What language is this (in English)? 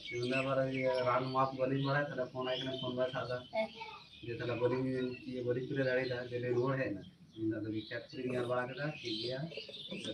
Santali